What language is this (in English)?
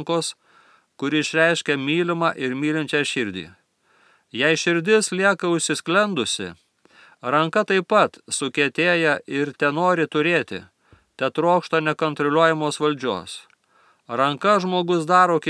Lithuanian